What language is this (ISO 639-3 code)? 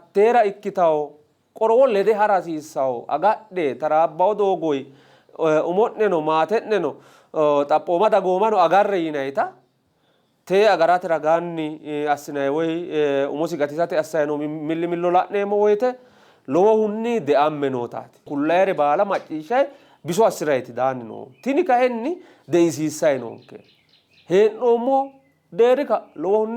sid